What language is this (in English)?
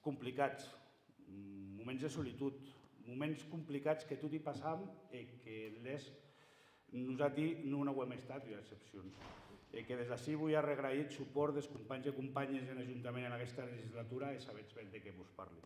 Occitan